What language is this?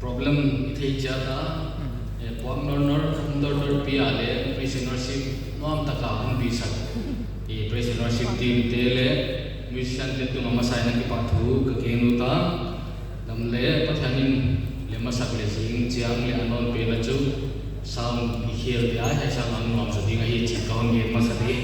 Paite Chin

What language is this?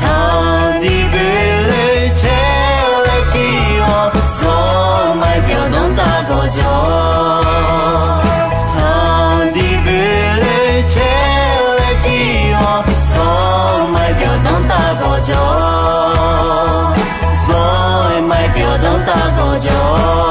Akha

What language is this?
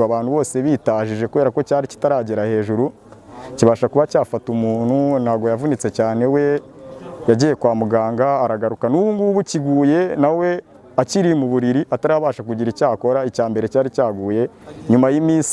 Kinyarwanda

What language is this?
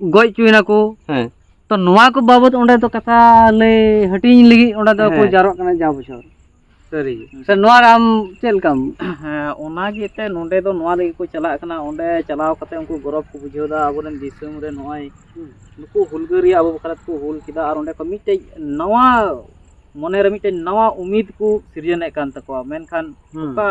Santali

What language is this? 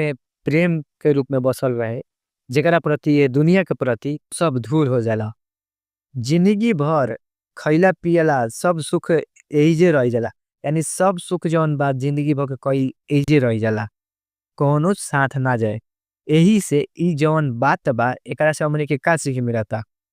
Bhojpuri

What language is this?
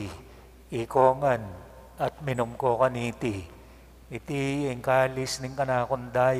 Pampanga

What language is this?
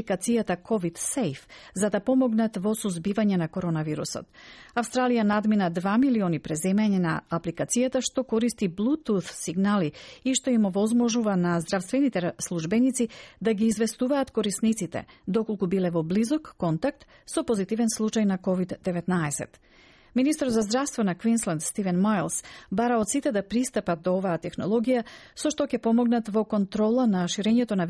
Macedonian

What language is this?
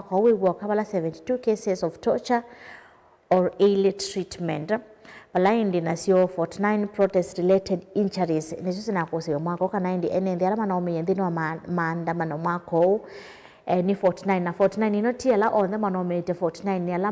Kamba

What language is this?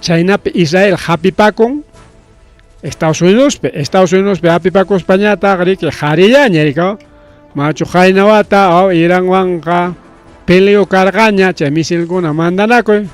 Ayacucho Quechua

